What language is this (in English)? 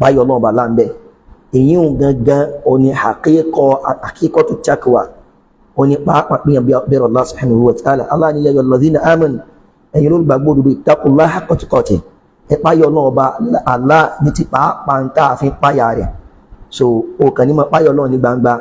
Yoruba